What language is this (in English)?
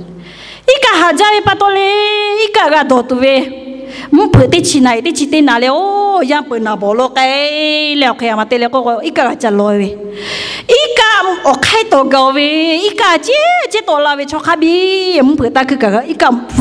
Lahu